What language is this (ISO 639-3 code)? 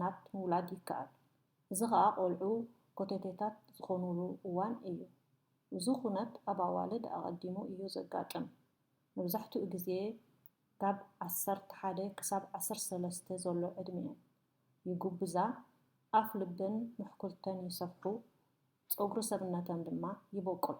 tir